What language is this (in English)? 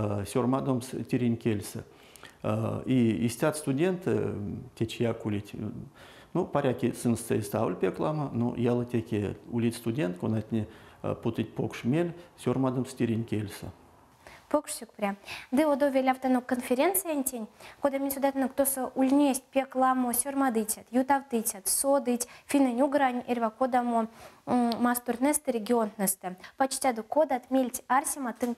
Erzya